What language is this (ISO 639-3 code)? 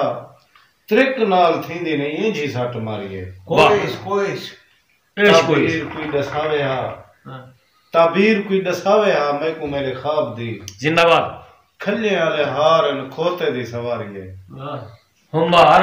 skr